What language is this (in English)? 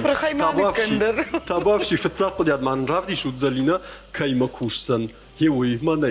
Ossetic